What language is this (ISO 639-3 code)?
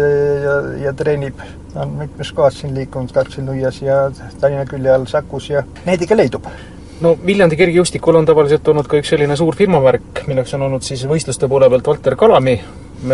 est